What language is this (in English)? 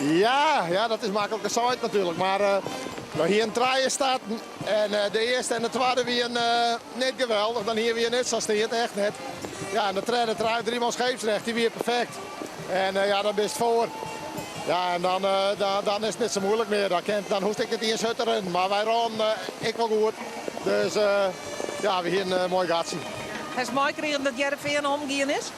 Western Frisian